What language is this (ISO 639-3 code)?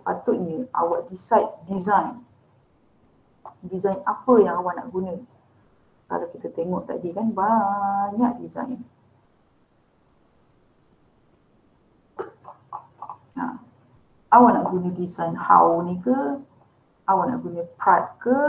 msa